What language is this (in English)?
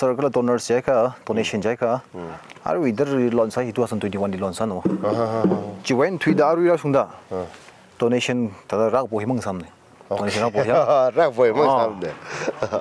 Tangkhul Naga (India)